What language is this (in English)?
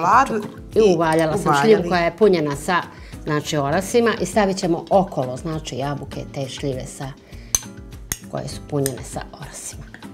Bosnian